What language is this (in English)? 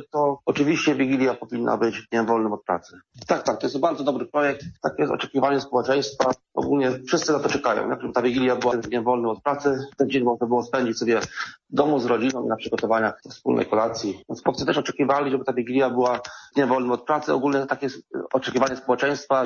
Polish